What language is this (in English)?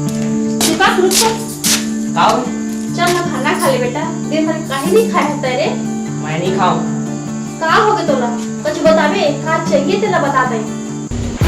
Chhattisgarhi